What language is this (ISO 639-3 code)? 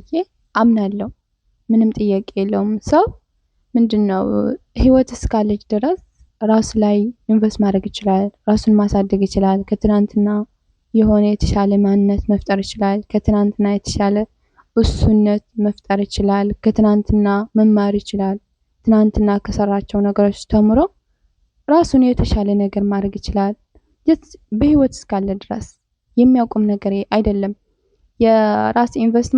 amh